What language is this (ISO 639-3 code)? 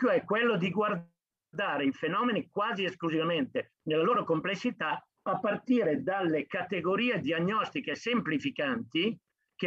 ita